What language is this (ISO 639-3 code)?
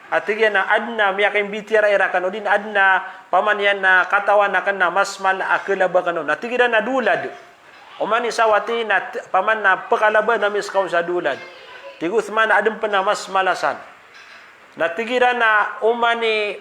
mrw